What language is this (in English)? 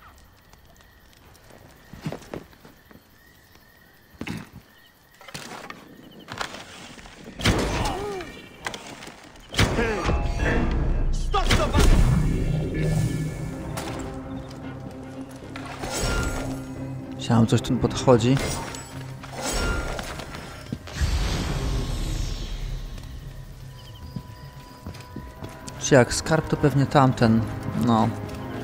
Polish